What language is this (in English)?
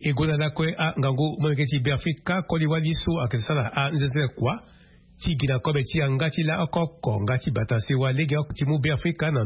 Sango